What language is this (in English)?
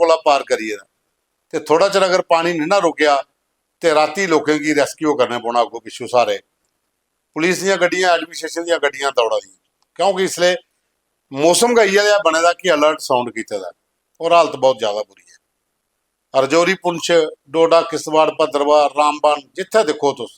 Dogri